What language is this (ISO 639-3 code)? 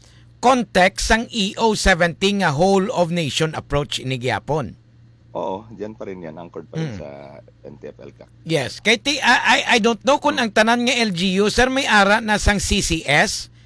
hil